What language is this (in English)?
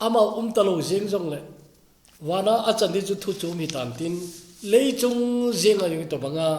Thado Chin